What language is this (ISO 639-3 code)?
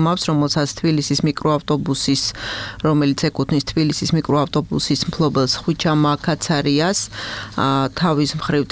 kat